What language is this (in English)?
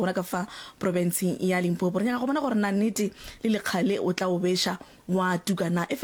Northern Sotho